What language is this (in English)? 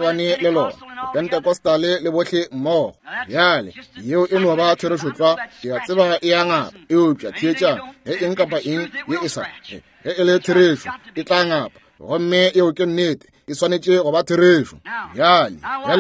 Northern Sotho